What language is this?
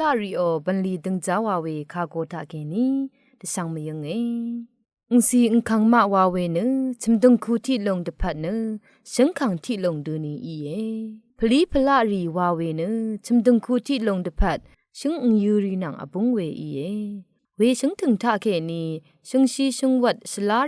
Rawang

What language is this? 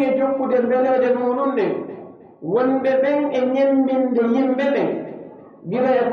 Pular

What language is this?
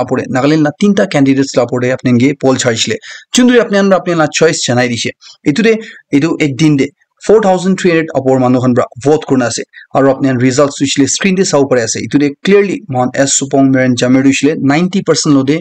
Naga Pidgin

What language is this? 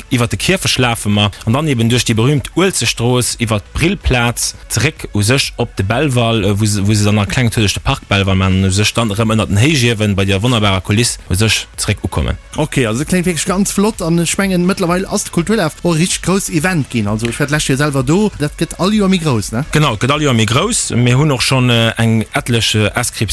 Luxembourgish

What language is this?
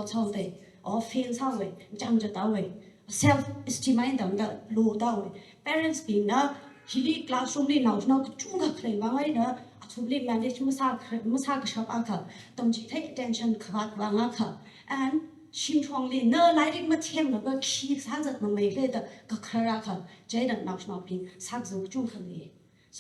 Tangkhul Naga (India)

